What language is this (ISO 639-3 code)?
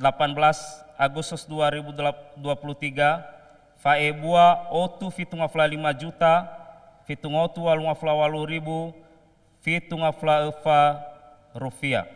nia